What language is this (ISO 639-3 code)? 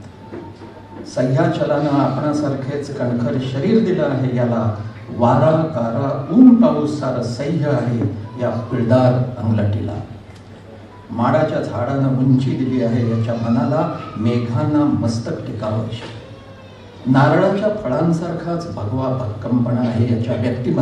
mar